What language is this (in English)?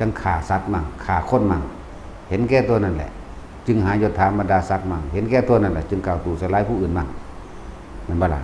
Lao